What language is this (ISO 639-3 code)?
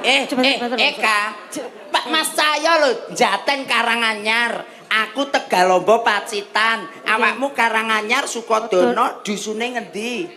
jav